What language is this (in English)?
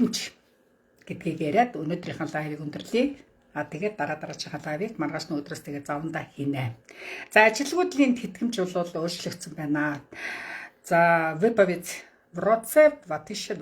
Mongolian